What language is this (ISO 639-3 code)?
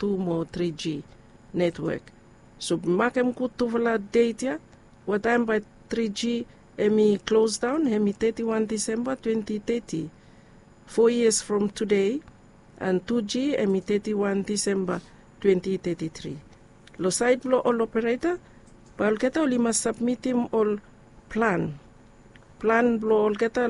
bis